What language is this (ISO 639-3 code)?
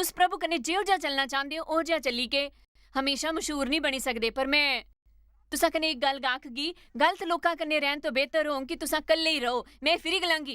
doi